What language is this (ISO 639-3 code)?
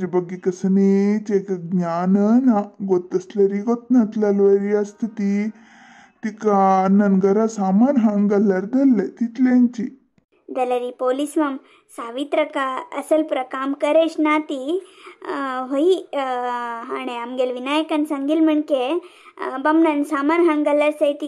kok